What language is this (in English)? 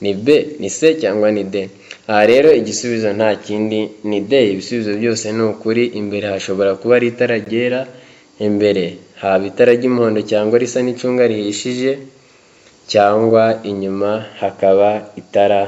Kinyarwanda